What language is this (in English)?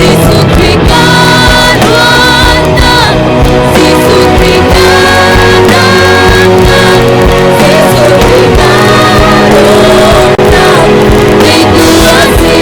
Hakha Chin